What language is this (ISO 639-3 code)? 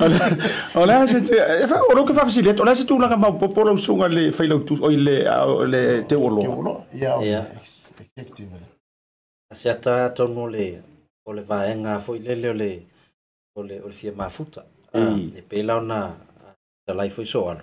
smo